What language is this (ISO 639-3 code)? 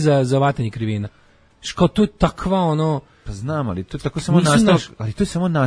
srp